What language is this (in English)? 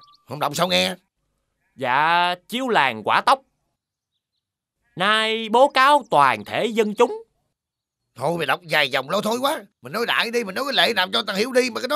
Vietnamese